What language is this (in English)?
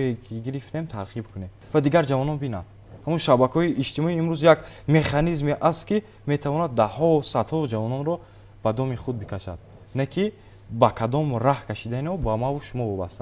Tajik